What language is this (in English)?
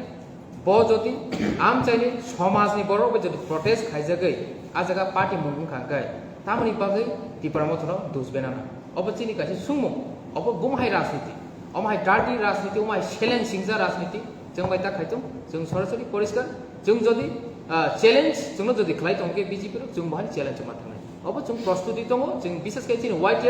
Kok Borok